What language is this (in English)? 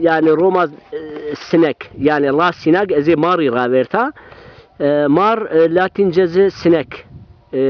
Zaza